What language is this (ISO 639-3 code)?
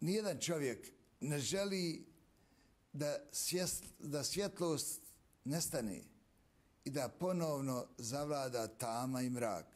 bos